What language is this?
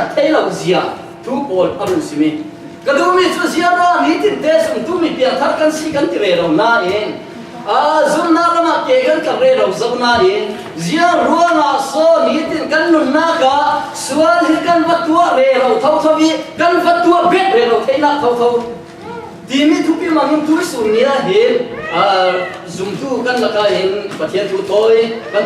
Falam Chin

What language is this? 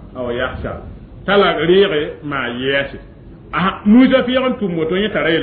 Mossi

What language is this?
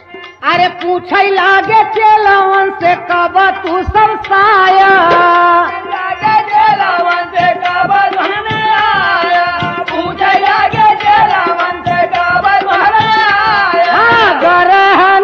Bhojpuri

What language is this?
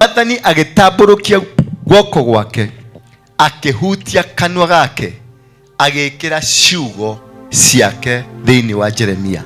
Kikuyu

